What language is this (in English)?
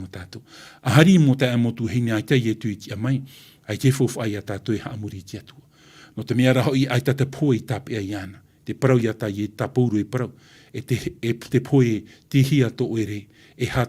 Tahitian